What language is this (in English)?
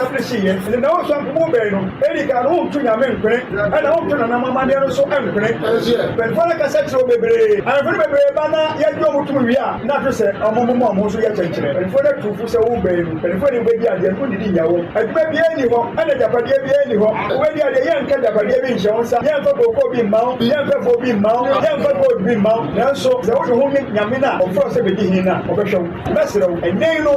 Akan